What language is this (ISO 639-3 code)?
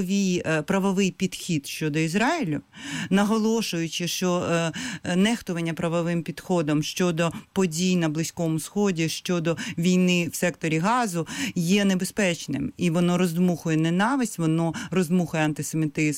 ukr